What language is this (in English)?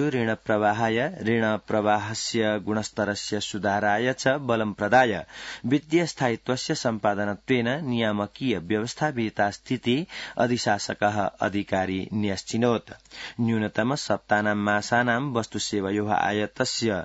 Sanskrit